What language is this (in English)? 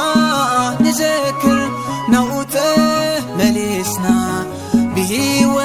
Tigrinya